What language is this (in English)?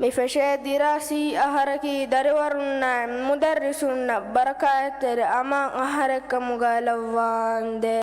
Divehi